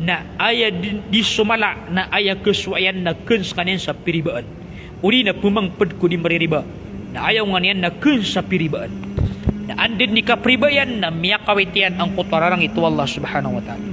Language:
Maranao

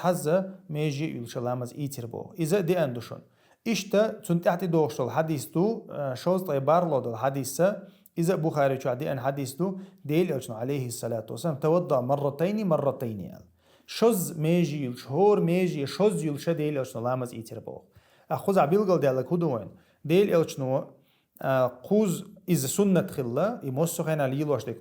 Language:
Chechen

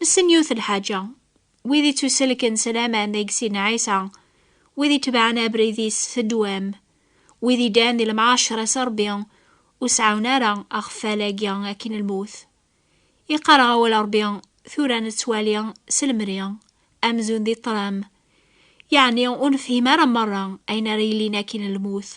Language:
Kabyle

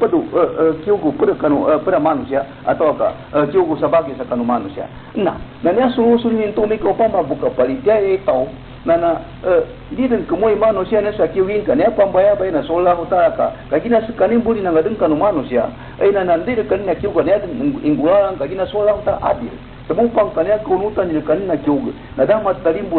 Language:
Maranao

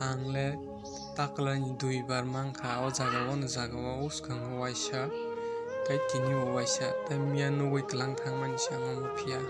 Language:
Kok Borok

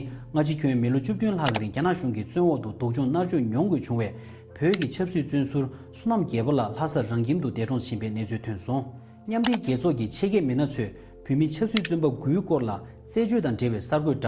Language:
Tibetan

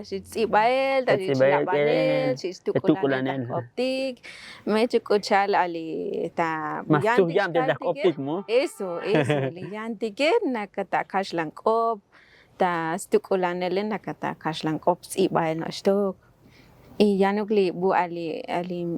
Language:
Tzotzil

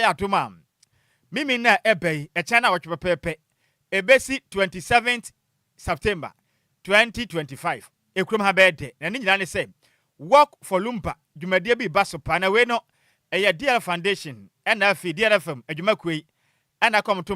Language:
Akan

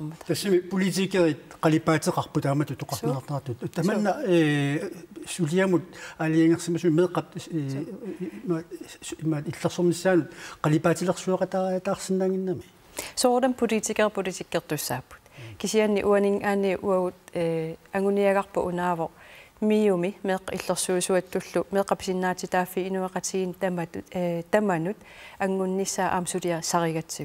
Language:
Kalaallisut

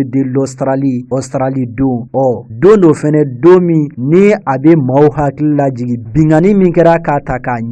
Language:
Bambara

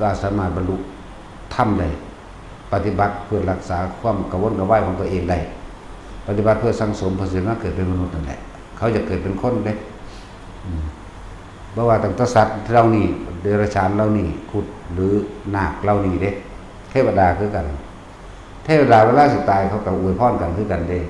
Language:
Northeastern Thai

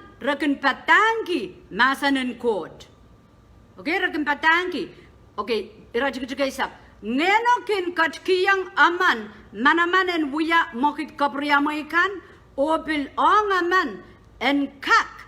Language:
Pohnpeian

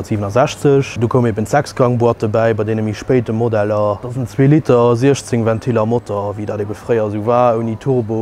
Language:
Luxembourgish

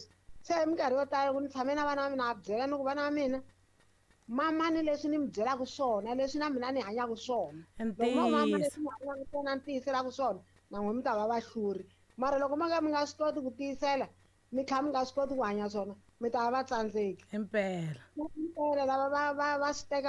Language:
Tsonga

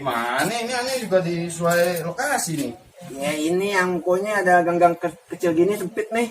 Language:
Betawi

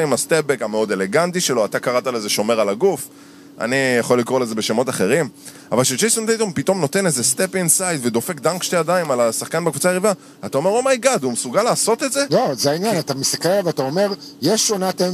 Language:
Hebrew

